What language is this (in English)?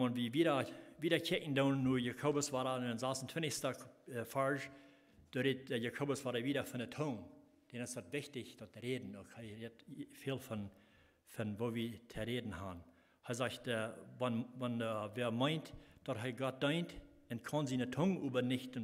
Plautdietsch